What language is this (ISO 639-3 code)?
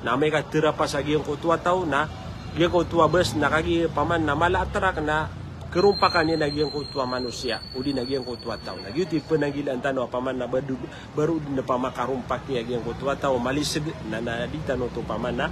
mrw